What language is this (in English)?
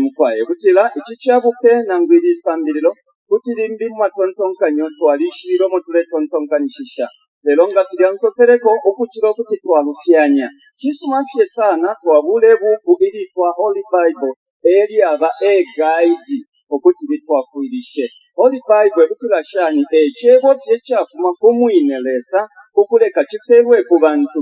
Bemba